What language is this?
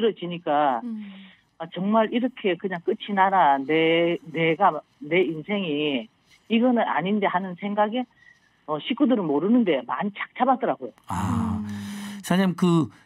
Korean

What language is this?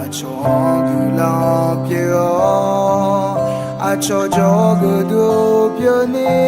Akha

